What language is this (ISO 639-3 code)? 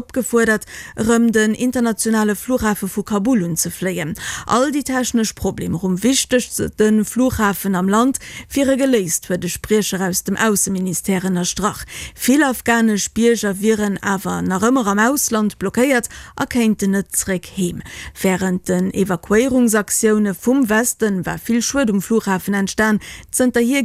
ltz